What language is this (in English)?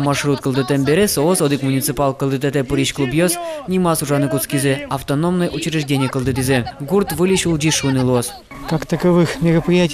Udmurt